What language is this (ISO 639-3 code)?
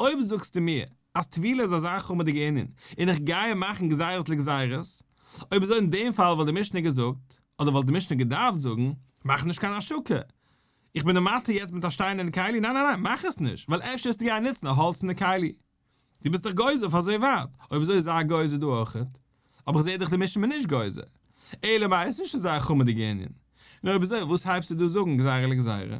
yid